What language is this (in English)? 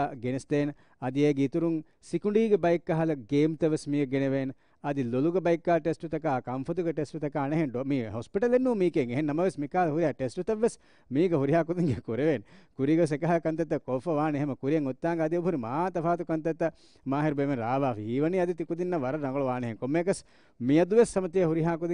Divehi